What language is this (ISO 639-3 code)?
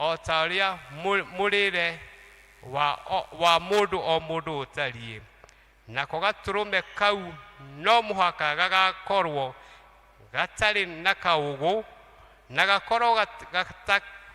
kik